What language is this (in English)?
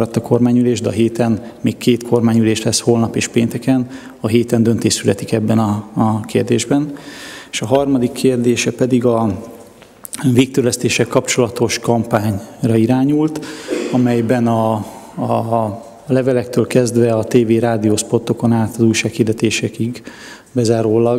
Hungarian